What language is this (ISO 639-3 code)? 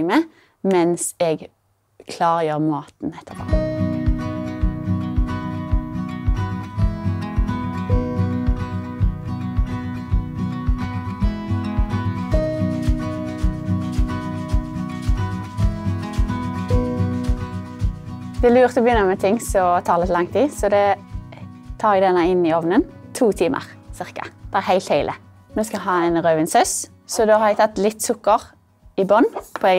nor